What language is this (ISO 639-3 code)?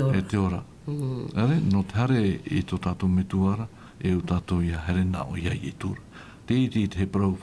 tah